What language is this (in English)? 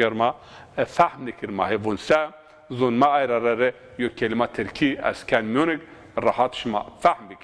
Zaza